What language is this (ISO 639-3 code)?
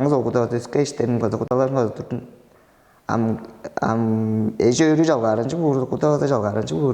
tyv